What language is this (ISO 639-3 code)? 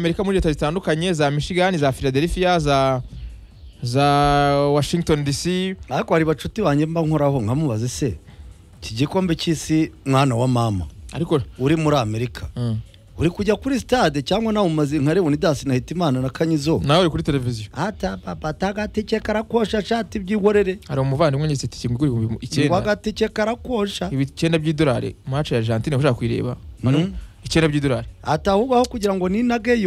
kin